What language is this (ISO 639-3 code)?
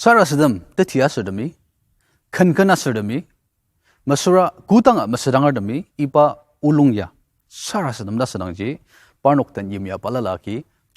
njo